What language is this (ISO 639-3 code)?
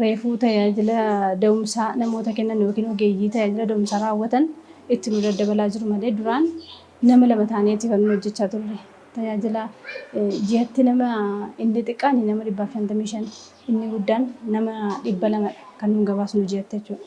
orm